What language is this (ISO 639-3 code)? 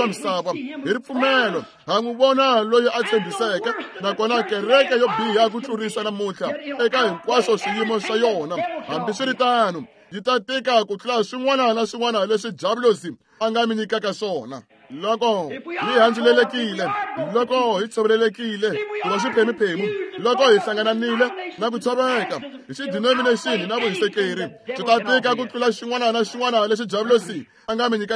tso